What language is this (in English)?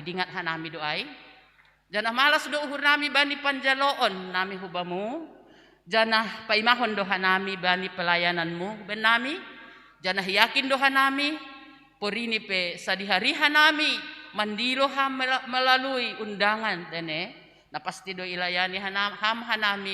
Batak Simalungun